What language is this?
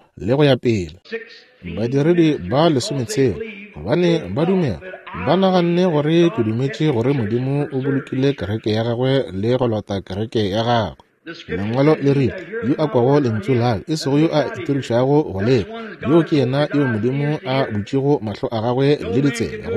Northern Sotho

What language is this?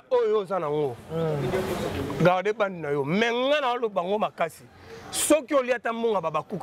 Lingala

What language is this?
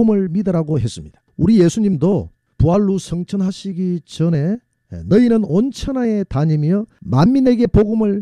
Korean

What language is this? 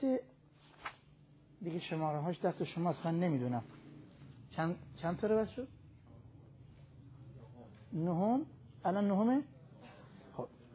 Persian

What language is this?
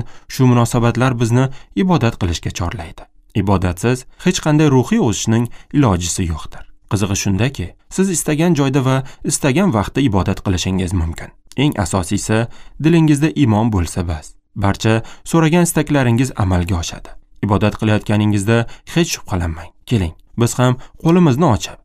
Uzbek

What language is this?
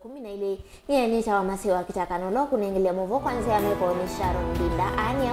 Kamba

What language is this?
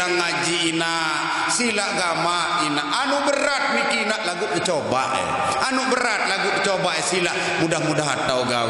Sasak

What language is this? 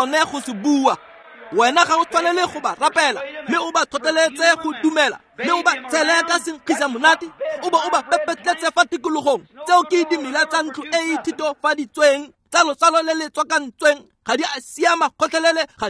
Tswana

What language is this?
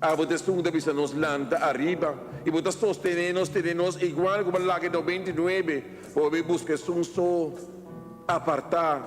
Papiamento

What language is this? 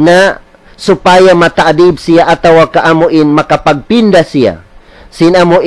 Tausug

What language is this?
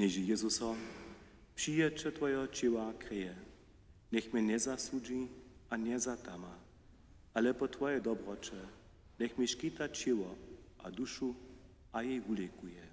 Upper Sorbian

